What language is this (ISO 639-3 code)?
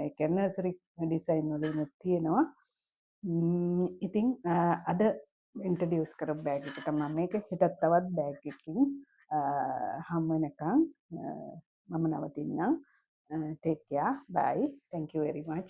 sin